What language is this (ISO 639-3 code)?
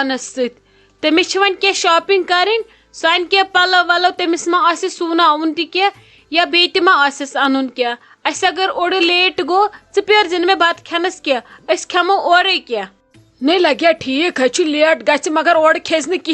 kas